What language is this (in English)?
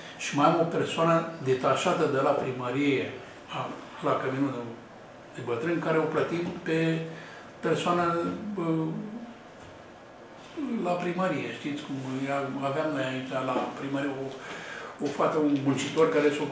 Romanian